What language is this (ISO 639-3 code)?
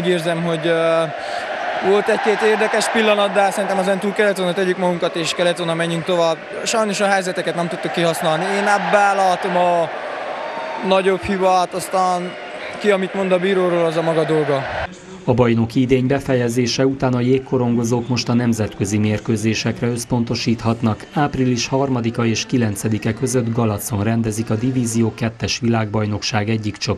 hun